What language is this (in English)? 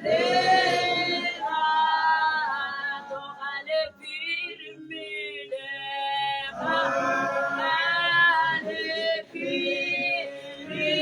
Tswana